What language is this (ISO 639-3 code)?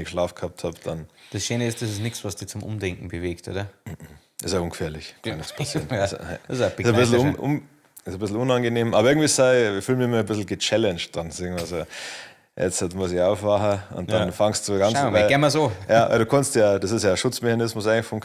bar